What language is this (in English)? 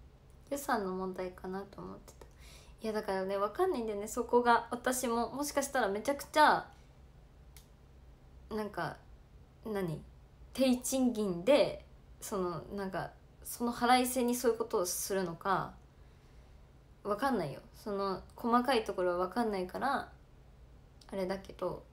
Japanese